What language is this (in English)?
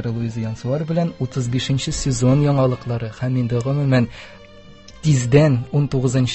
Tatar